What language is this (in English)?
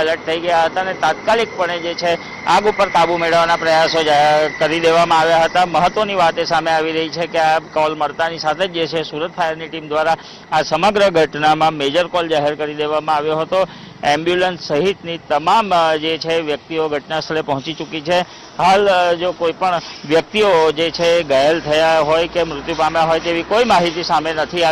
Gujarati